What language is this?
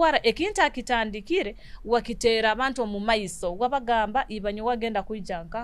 Nyoro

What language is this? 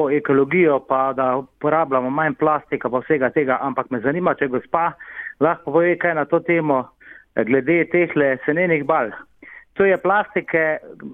Slovenian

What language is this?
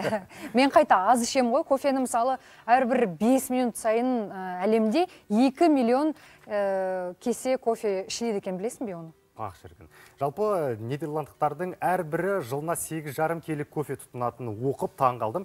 Kazakh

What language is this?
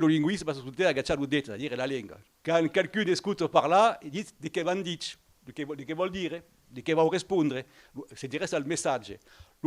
Occitan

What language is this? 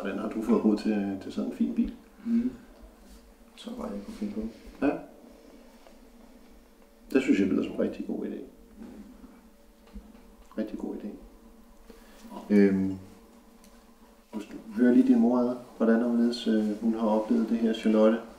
Danish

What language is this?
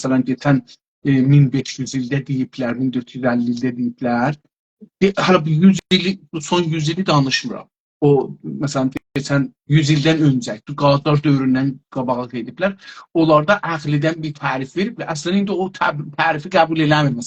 South Azerbaijani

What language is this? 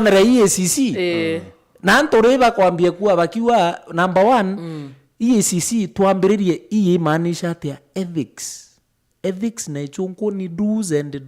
Meru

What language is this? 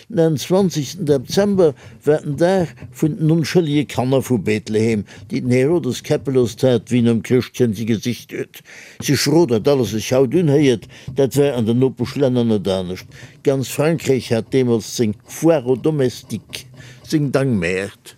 Luxembourgish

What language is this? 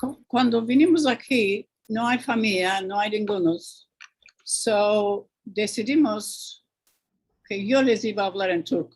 Ladino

